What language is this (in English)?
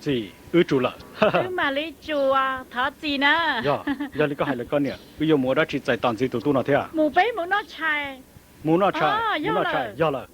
Hmong